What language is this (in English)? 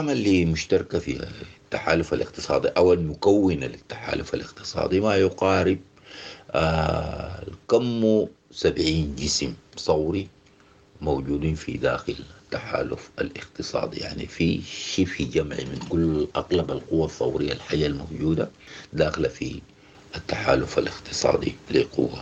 Sudanese Arabic